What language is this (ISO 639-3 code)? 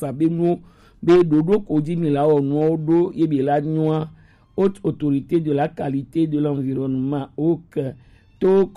gej